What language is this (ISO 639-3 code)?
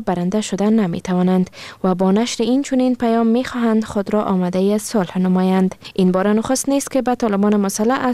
fas